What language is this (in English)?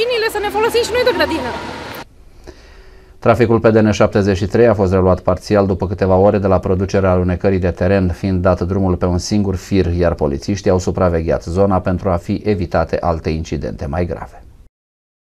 Romanian